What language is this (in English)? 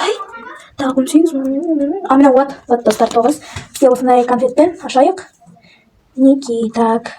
Kazakh